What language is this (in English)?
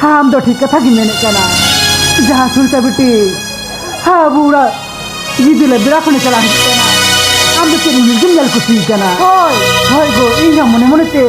Santali